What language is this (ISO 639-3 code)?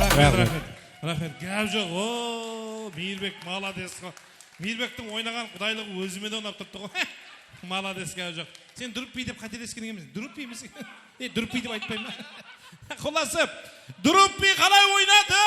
kaa